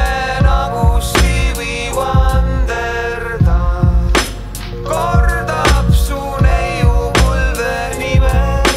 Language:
Estonian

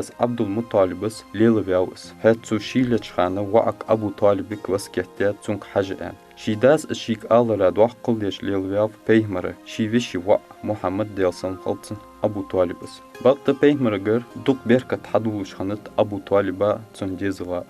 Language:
Ingush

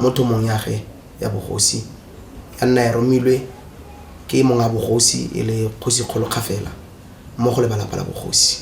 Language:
Tswana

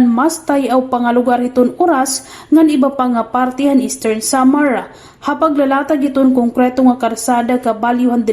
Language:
Waray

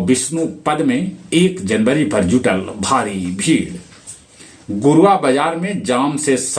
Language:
Magahi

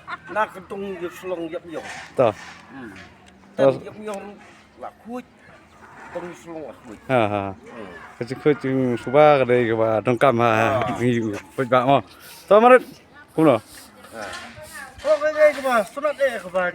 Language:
Khasi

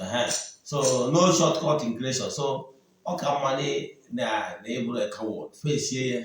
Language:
Igbo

